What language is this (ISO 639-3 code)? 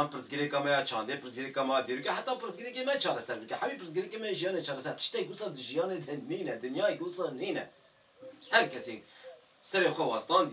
kur